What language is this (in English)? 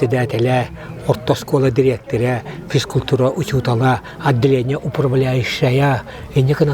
Yakut